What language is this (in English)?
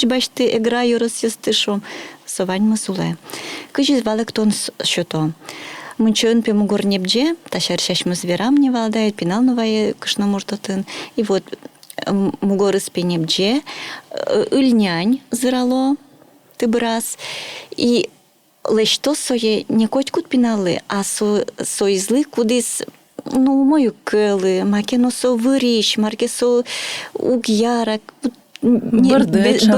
Udmurt